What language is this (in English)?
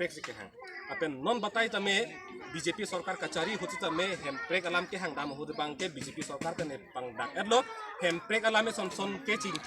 Karbi